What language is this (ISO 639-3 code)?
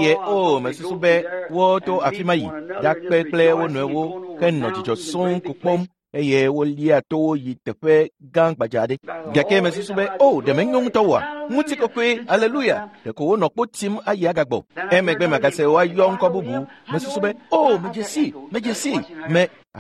ewe